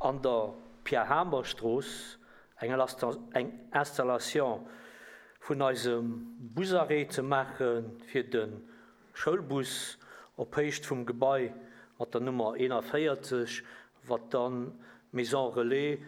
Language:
Luxembourgish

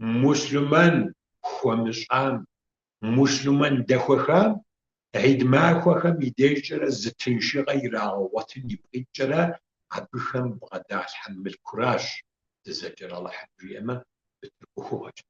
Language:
Kabardian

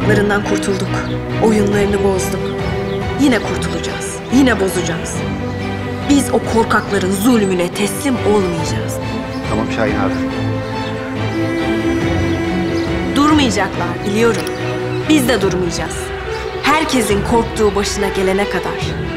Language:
Turkish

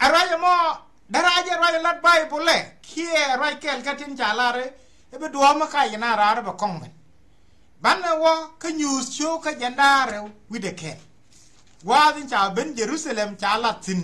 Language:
Nuer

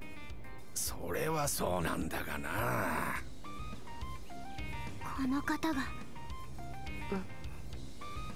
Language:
Japanese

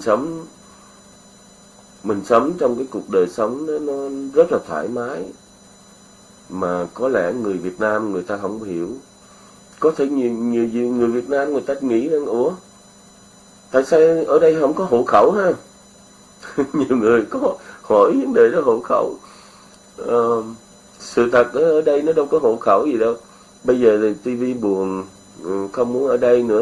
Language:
Vietnamese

